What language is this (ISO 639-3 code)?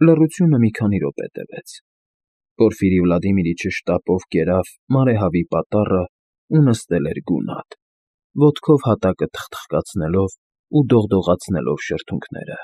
hye